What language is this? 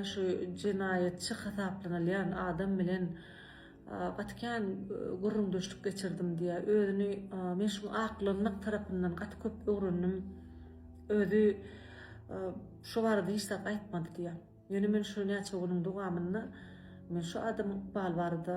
Turkmen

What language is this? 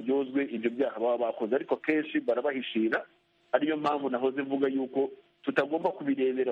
Kinyarwanda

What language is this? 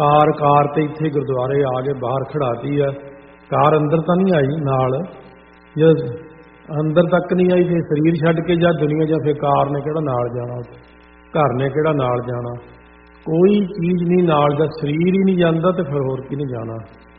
Punjabi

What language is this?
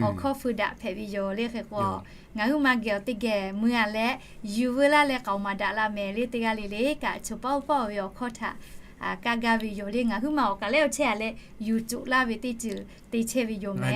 Lahu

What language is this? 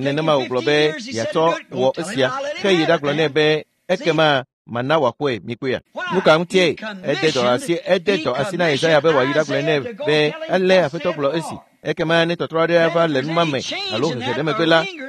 Ewe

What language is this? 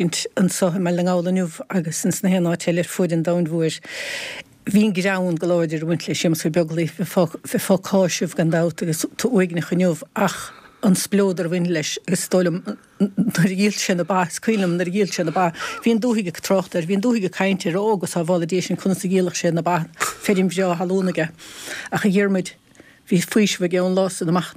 Irish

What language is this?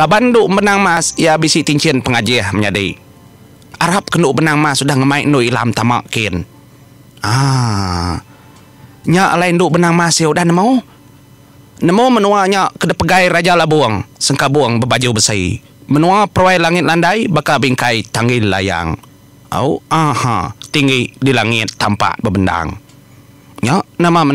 Iban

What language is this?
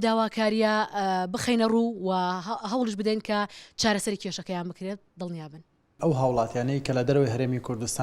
Central Kurdish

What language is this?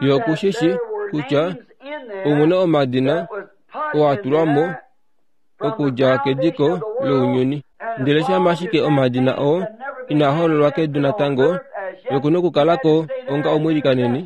Kuanyama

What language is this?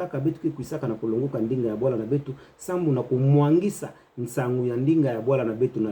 Kituba (Democratic Republic of Congo)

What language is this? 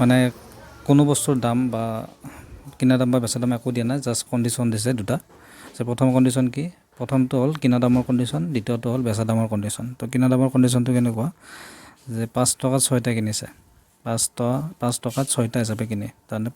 Assamese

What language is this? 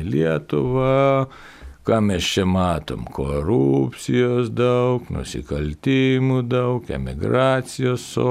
Lithuanian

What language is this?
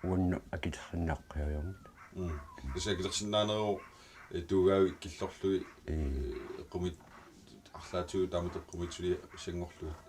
Kalaallisut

